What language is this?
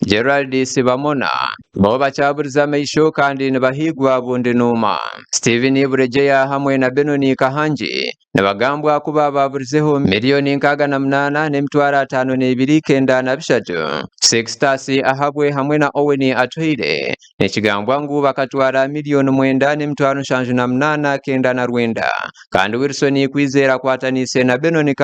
Nyankole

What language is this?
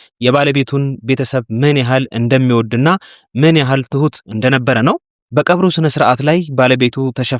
Amharic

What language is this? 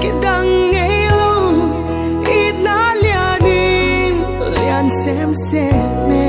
Paite Chin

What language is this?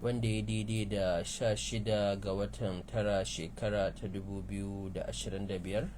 Hausa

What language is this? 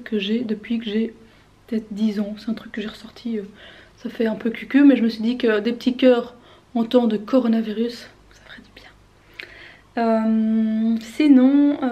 French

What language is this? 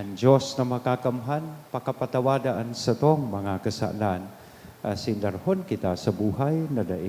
Bikol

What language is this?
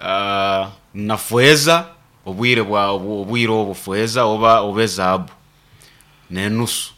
Nyoro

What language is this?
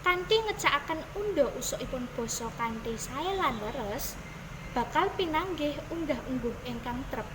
Javanese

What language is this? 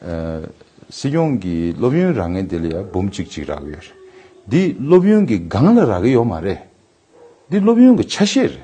Tibetan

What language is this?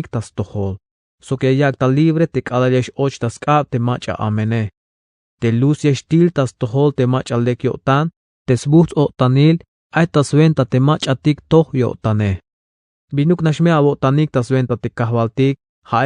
Tzeltal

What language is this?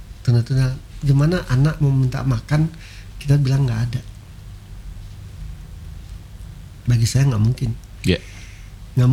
Indonesian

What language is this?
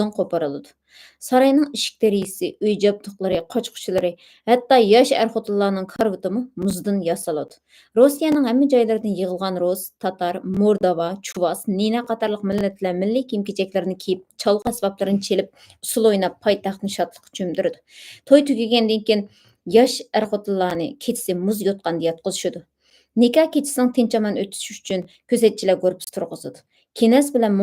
Uyghur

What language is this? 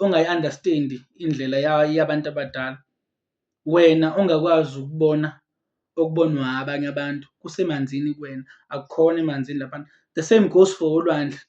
Zulu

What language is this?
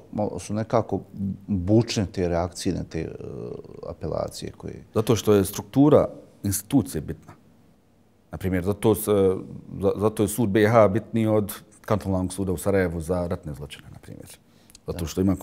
Bosnian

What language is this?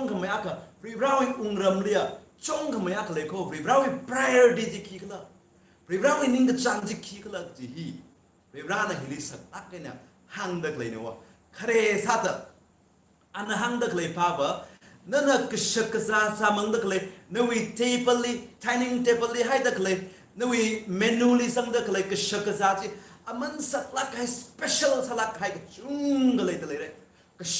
Tangkhul Naga (India)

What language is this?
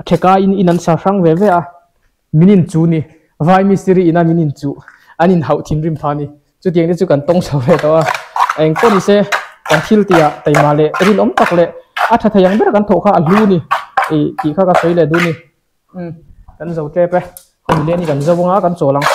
Mizo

